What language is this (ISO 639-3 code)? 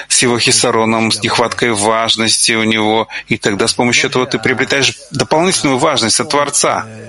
rus